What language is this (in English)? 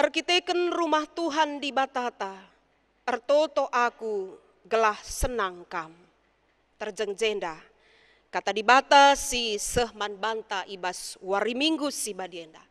Batak Karo